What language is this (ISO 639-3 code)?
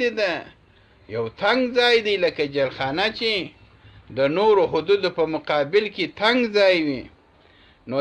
pus